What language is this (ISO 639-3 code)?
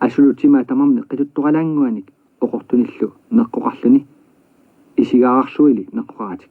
kal